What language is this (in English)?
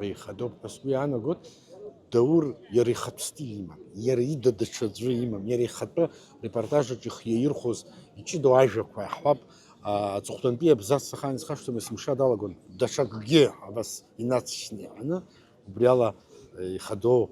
Abkhazian